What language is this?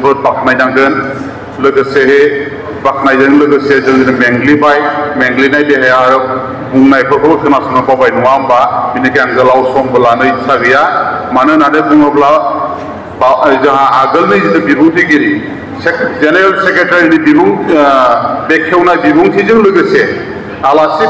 Bodo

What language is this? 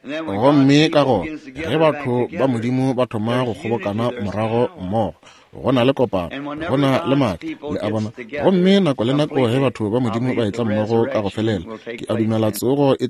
Northern Sotho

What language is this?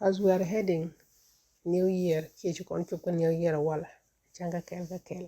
Nuer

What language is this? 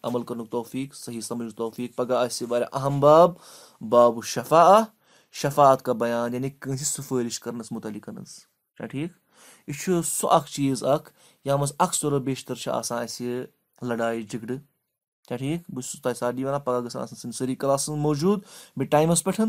Kashmiri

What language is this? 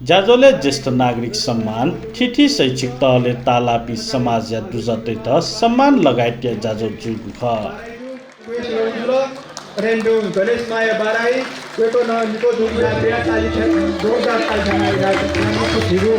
Newari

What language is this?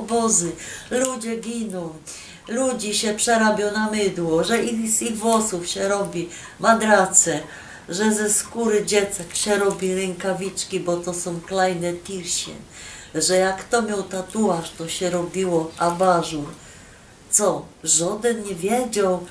Silesian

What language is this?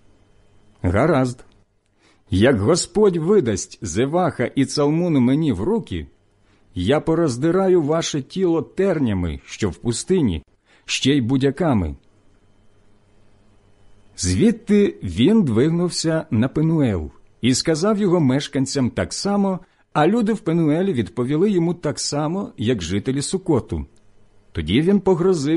Ukrainian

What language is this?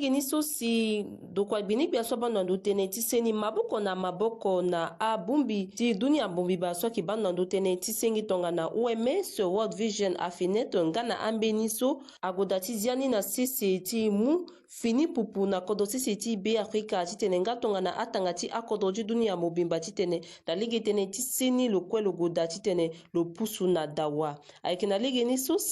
Sango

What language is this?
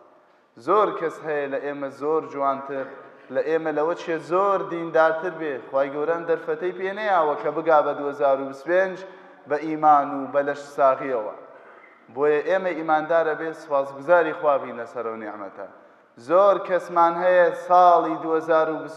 Central Kurdish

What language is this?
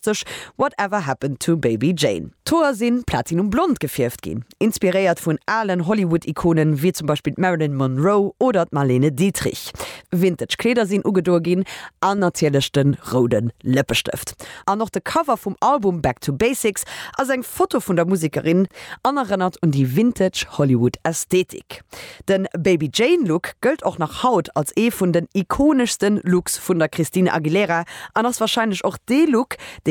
Luxembourgish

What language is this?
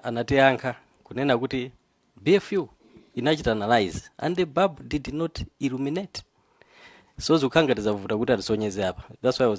Nyanja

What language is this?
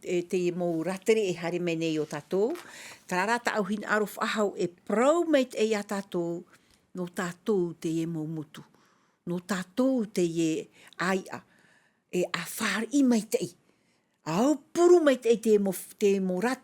Tahitian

